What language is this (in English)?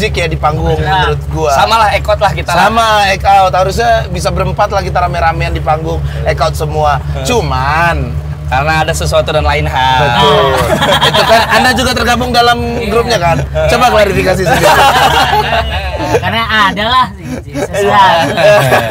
Indonesian